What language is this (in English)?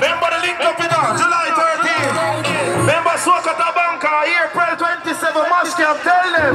Jamaican Creole English